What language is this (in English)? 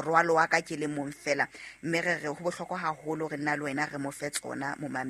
Southern Sotho